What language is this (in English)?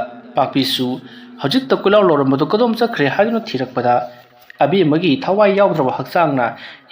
Manipuri